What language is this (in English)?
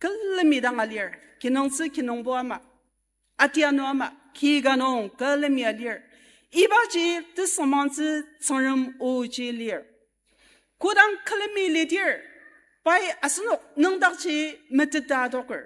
Ao Naga